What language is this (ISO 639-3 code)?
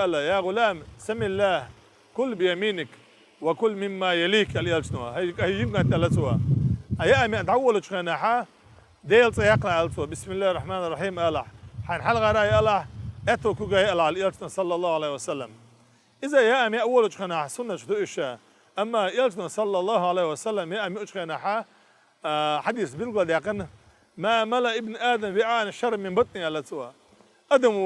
che